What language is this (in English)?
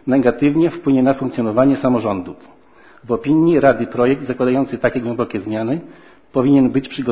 Polish